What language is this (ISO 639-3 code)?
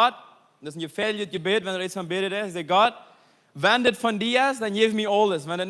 pdt